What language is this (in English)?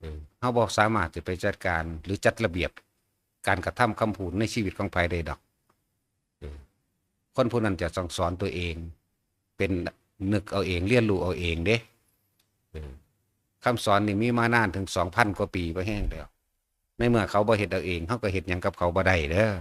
Northeastern Thai